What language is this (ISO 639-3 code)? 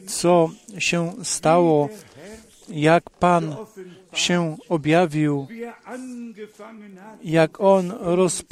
pol